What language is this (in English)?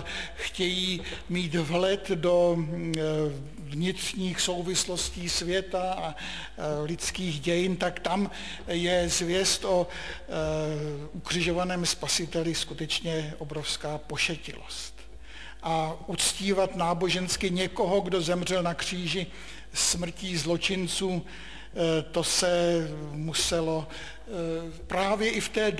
Czech